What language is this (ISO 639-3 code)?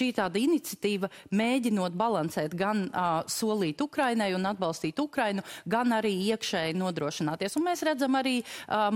lav